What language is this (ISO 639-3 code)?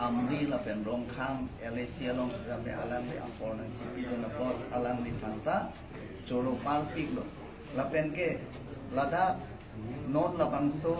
mjw